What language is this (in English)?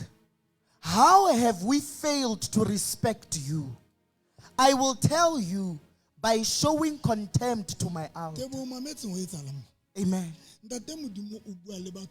Southern Sotho